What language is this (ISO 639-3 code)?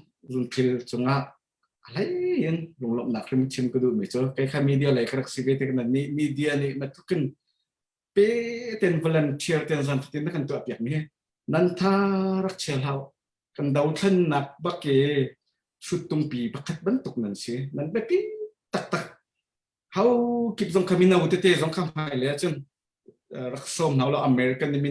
cnh